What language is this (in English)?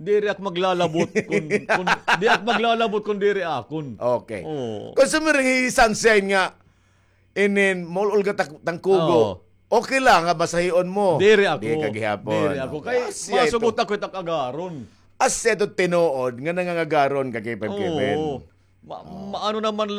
Waray